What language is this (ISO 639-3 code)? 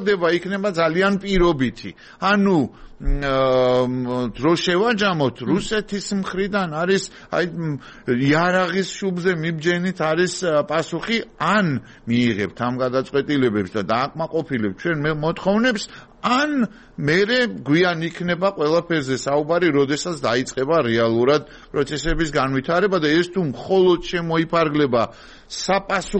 kat